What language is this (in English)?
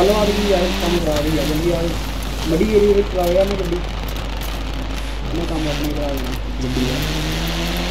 Punjabi